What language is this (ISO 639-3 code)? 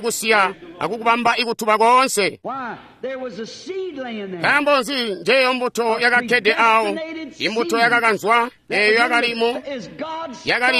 toi